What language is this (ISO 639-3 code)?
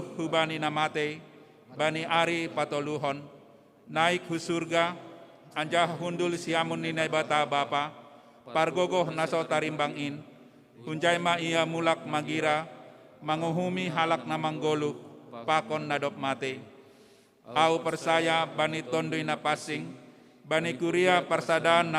bts